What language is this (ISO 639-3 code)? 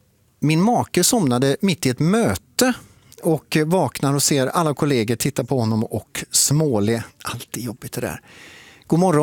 swe